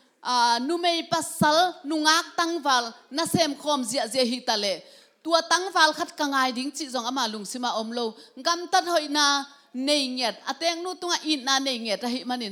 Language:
Tedim Chin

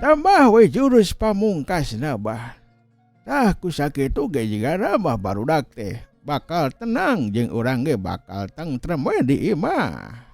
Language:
Sundanese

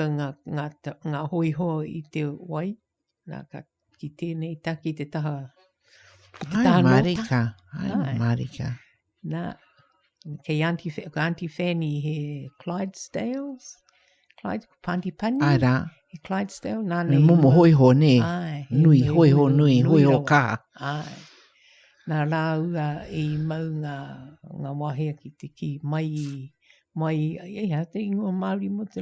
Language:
Māori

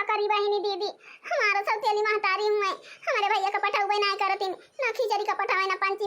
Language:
Awadhi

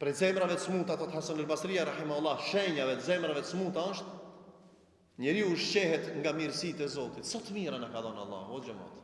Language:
Albanian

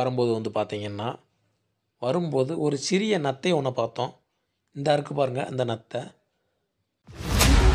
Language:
Tamil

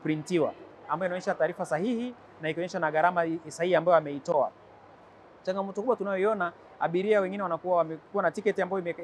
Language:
Swahili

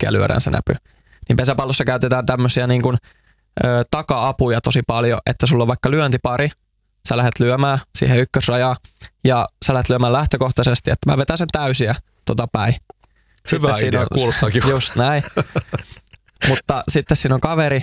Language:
Finnish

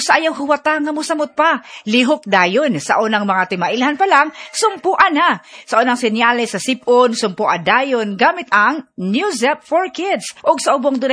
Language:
Cebuano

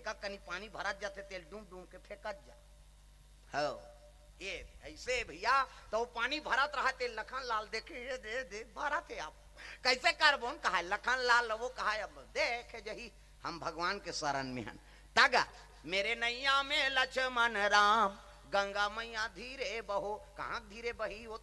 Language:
Chhattisgarhi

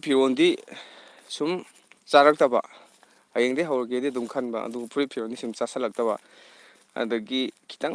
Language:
Manipuri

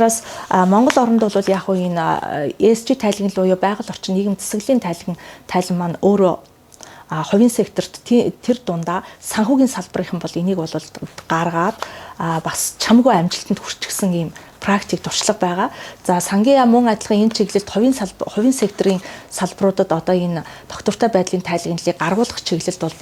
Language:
Mongolian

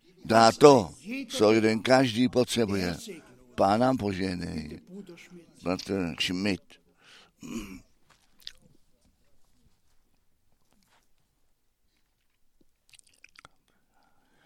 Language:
Czech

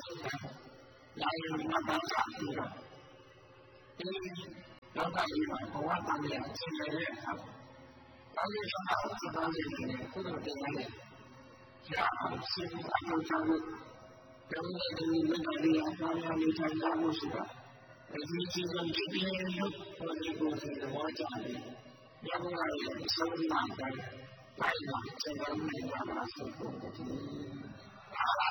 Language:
Burmese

